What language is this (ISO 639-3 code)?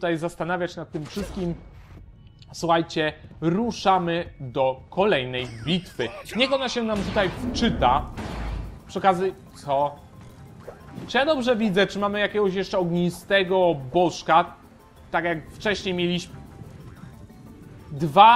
pol